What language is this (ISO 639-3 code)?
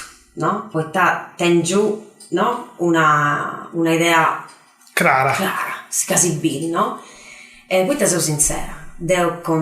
srd